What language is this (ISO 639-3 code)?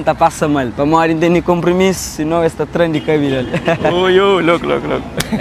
kea